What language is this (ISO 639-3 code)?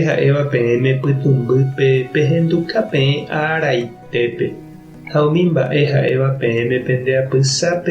grn